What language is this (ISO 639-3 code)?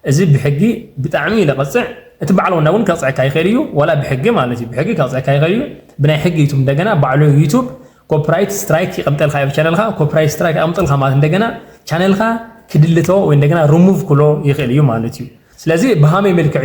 tir